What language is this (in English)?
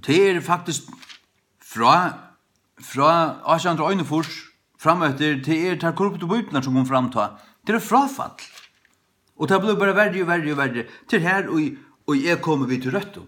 Faroese